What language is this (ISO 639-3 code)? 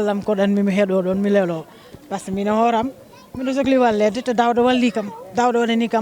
ful